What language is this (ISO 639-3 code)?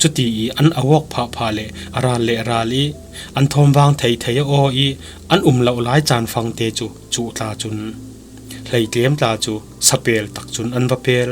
cfm